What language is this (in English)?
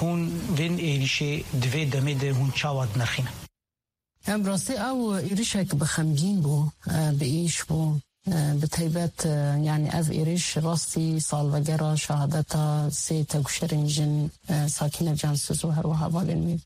Kurdish